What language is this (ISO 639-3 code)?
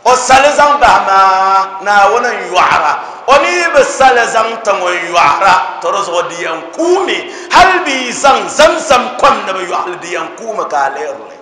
dag